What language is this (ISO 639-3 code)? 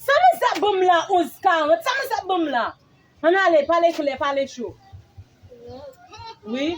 hat